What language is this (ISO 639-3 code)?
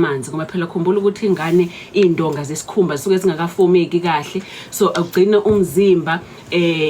zul